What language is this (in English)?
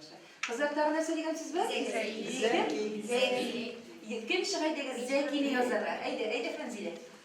Tatar